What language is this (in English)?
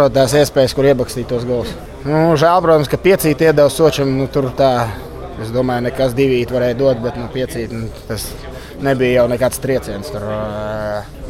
Latvian